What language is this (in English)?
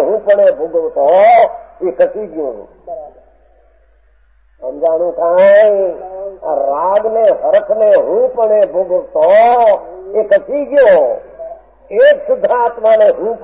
Gujarati